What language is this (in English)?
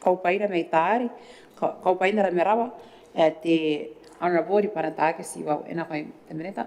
Gilbertese